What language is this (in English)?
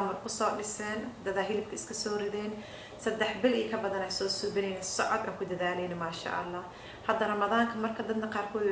Somali